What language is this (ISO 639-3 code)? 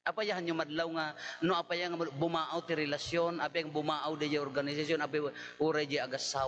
ilo